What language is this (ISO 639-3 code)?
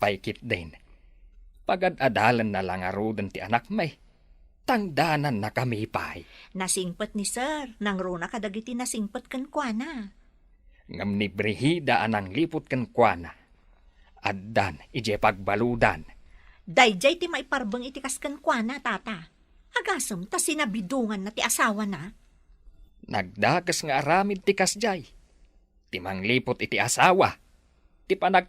ilo